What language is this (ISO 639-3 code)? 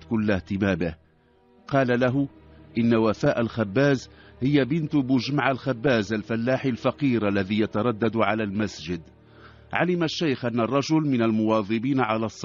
ara